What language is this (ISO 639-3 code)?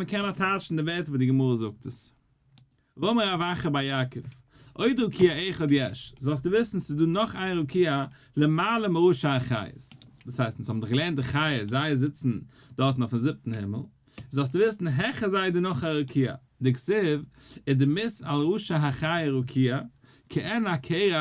yid